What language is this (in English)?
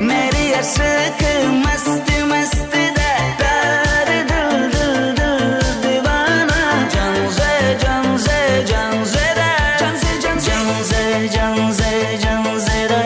Kara-Kalpak